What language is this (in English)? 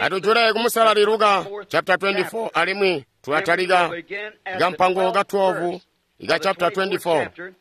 Tonga (Zambia)